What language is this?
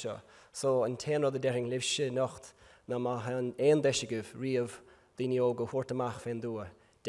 Irish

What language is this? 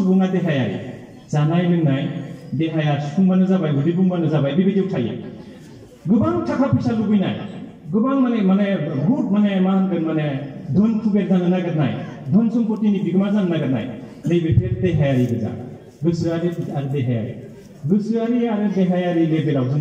Bodo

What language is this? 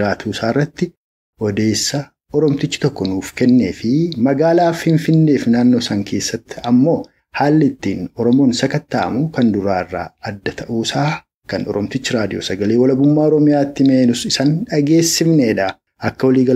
Oromo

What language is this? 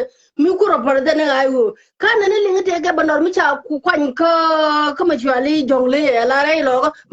Nuer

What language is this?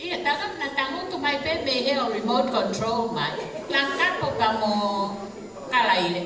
Tongan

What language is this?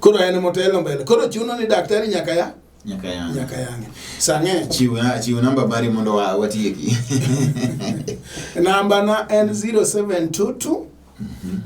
Luo (Kenya and Tanzania)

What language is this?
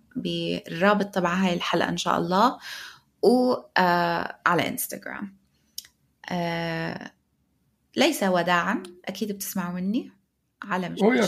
North Levantine Arabic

